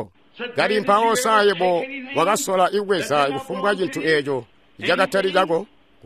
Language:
Tonga (Zambia)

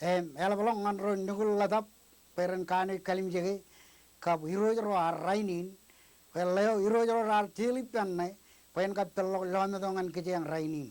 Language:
Marshallese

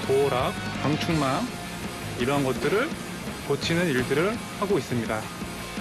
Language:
Korean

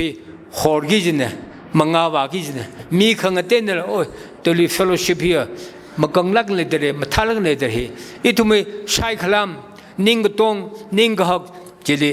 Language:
Tangkhul Naga (India)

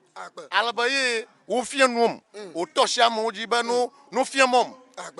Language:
Ewe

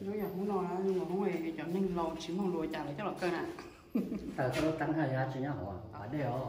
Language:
Hmong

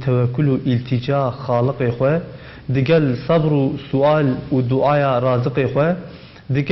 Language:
Kurdish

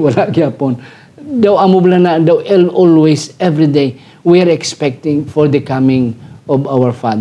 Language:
Hiligaynon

